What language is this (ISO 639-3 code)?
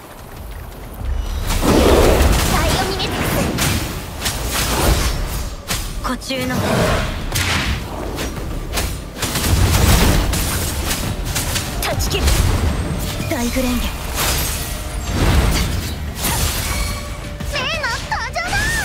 jpn